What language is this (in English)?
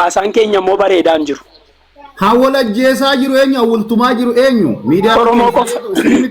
Oromo